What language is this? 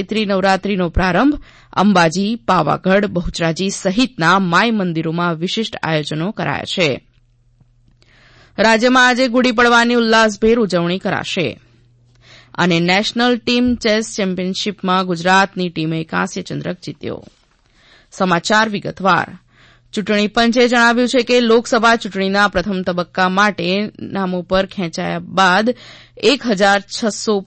Gujarati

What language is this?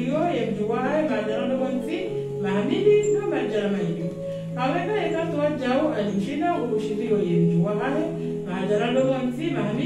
Swahili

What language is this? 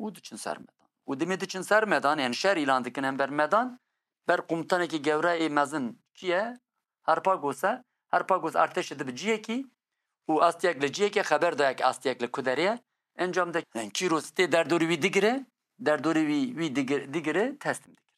Kurdish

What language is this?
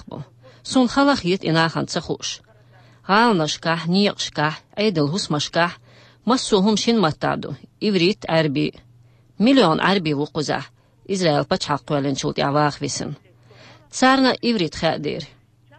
Chechen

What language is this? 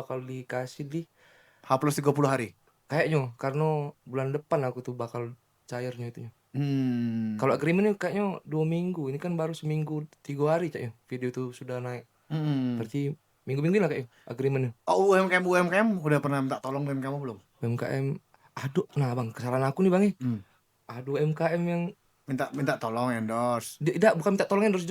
Musi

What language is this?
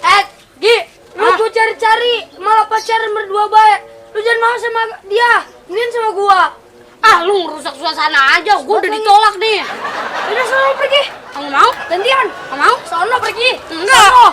Betawi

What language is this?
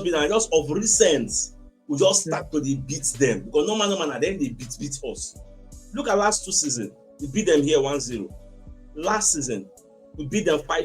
Nigerian Pidgin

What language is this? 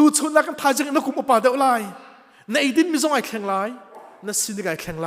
Hakha Chin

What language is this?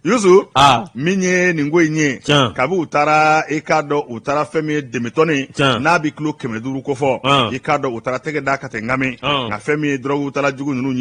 Bambara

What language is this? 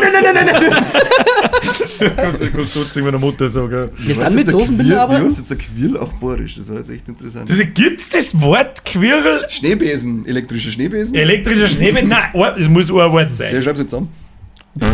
Bavarian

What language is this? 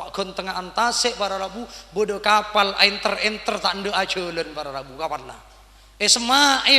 Madurese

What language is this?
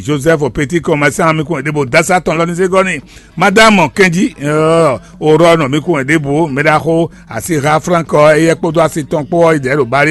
Fon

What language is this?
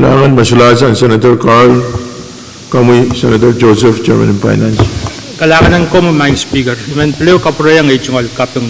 Pohnpeian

